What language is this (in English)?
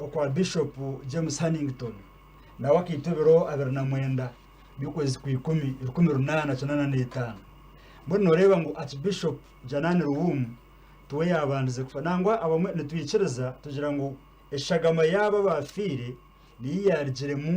Nyankole